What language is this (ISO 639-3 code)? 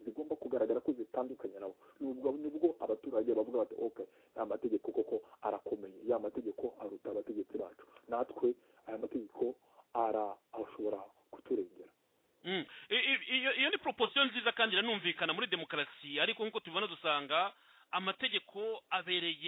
kin